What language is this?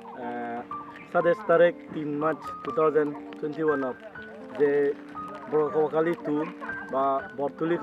Chakma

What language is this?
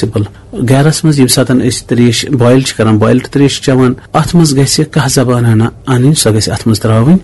Kashmiri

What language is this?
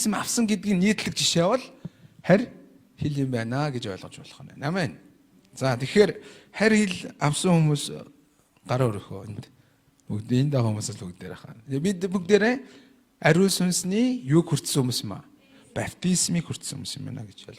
Mongolian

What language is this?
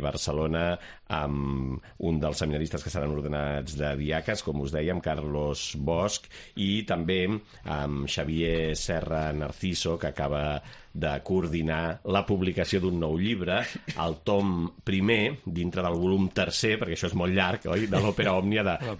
Catalan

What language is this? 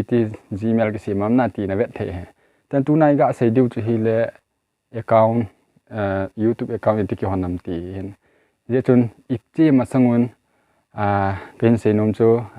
Thado Chin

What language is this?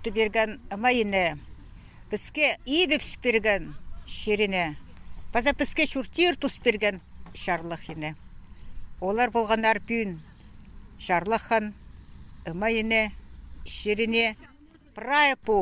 Khakas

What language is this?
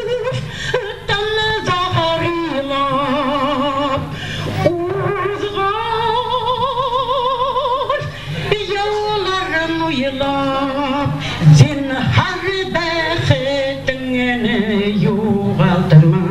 Bashkir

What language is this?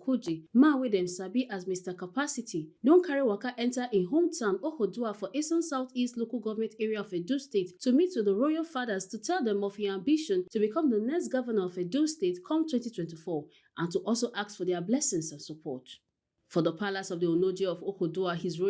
Nigerian Pidgin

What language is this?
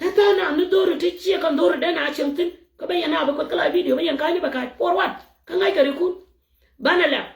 Nuer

